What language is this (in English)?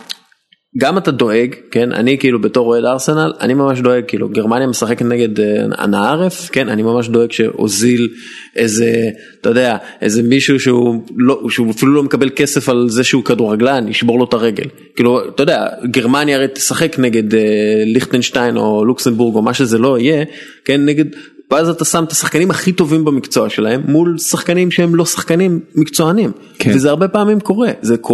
Hebrew